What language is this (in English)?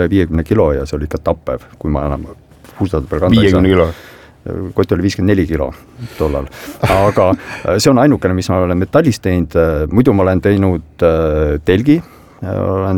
Estonian